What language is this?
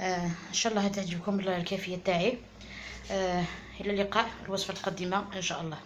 Algerian Arabic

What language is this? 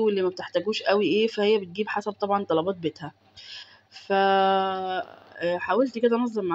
Egyptian Arabic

